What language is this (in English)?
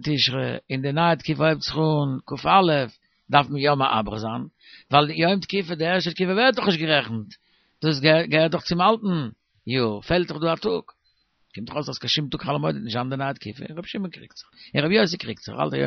Yiddish